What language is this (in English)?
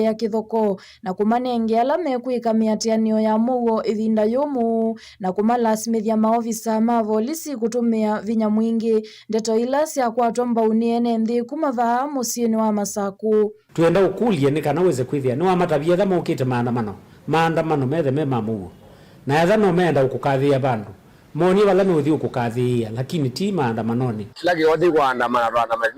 Kamba